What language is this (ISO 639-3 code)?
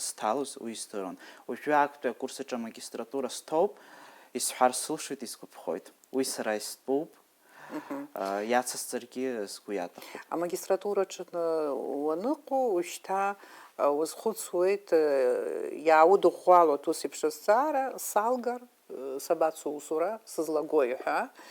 abk